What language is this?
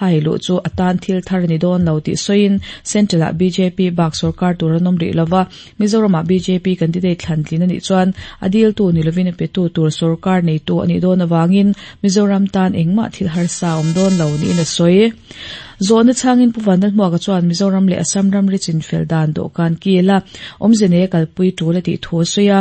Mizo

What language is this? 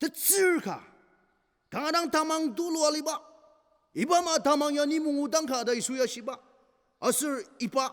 Ao Naga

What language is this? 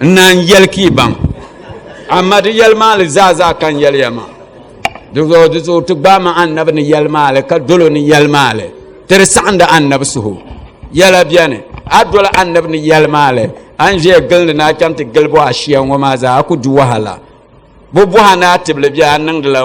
Dagbani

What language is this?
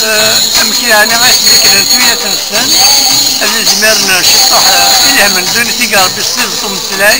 Kabyle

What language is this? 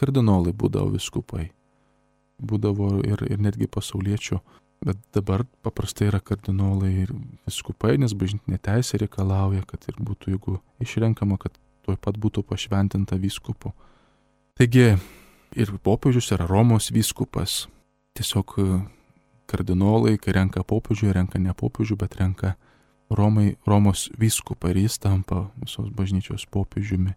Lithuanian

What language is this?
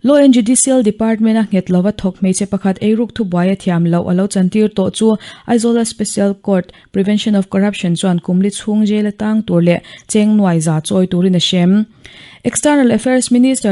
Mizo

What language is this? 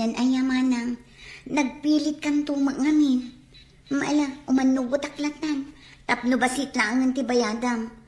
Iloko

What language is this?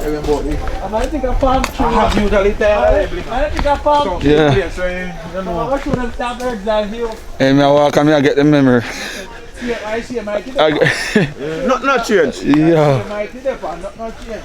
Jamaican Creole English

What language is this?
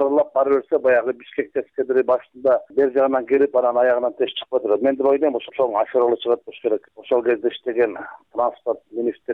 Kyrgyz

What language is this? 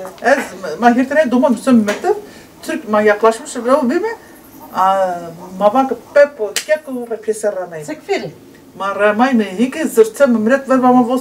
Zaza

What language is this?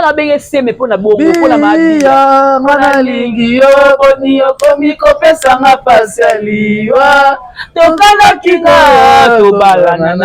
Lingala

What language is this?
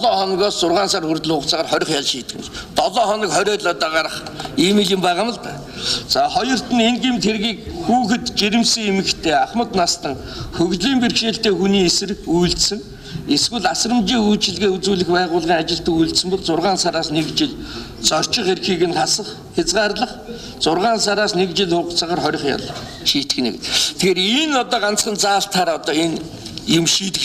Mongolian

